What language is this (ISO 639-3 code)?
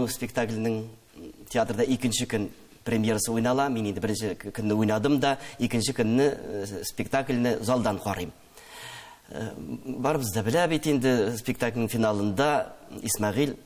tat